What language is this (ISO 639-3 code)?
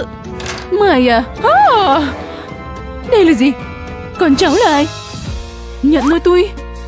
vie